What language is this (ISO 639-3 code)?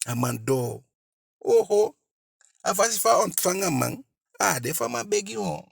djk